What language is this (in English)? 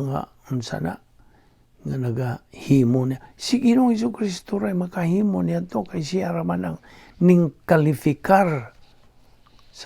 Cebuano